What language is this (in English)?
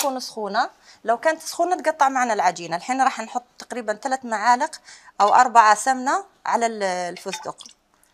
Algerian Arabic